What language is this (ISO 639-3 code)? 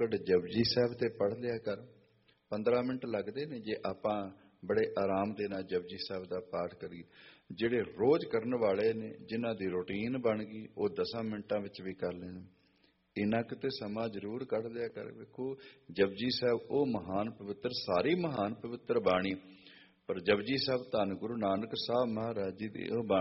pan